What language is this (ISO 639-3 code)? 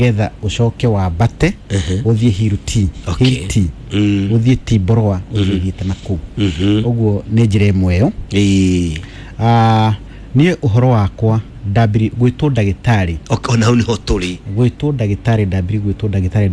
kik